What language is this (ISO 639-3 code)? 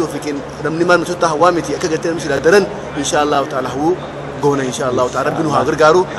orm